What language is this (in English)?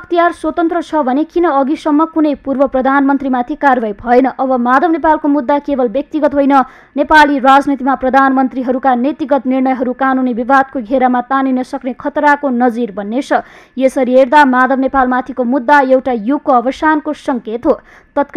Nepali